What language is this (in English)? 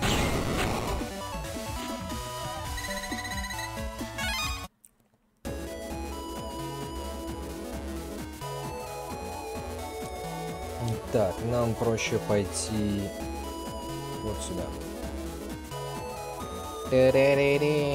Russian